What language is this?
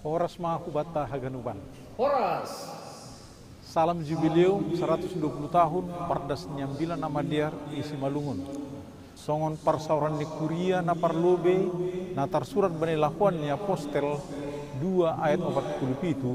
Batak Simalungun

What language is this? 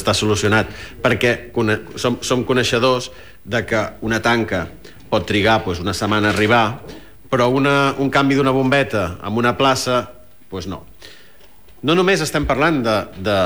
Catalan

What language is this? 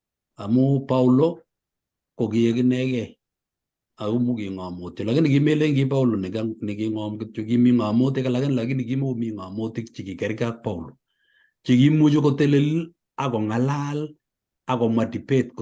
Kalenjin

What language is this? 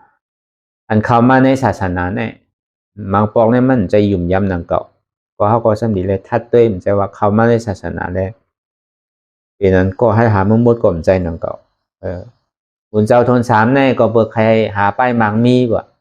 Shan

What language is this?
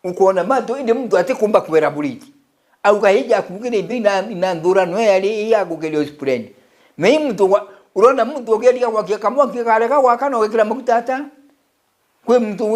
Meru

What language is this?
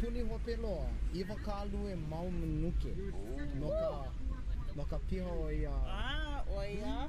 Hawaiian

